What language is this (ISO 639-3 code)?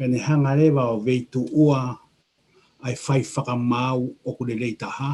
ton